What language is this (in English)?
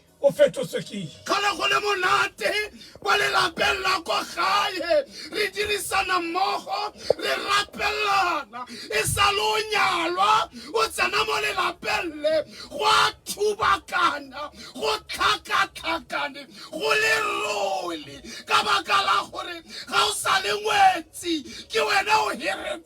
Tswana